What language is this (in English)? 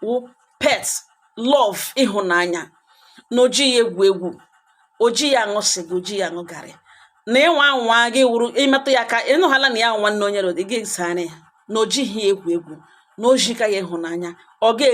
Igbo